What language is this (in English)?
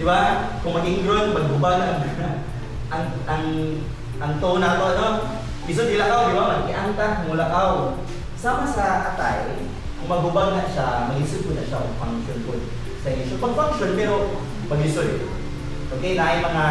Cebuano